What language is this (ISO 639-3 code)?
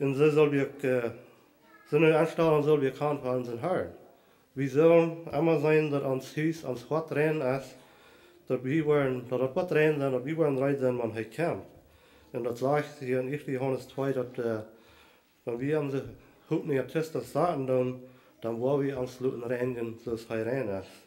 pdt